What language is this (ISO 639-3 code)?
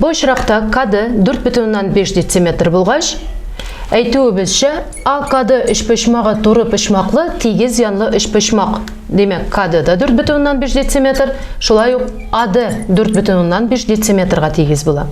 tat